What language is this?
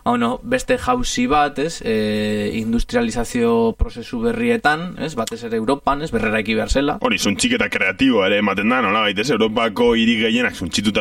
Basque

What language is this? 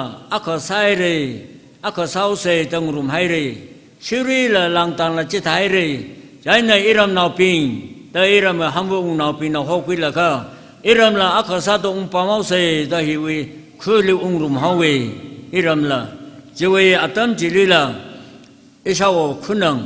Tangkhul Naga (India)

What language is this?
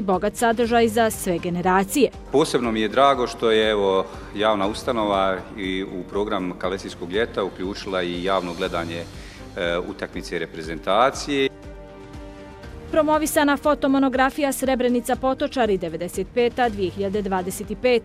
Bosnian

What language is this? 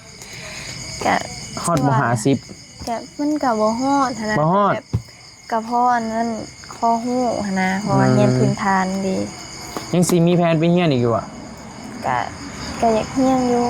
Northeastern Thai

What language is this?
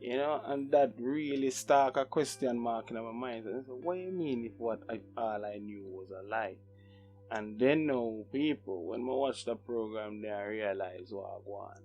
Jamaican Creole English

